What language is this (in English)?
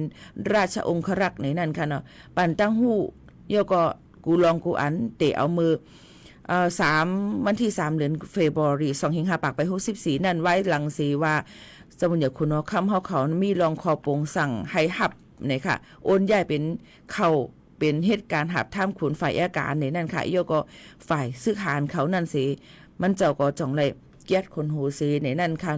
Shan